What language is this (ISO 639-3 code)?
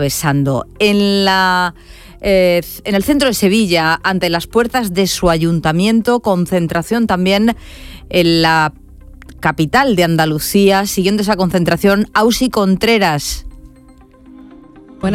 spa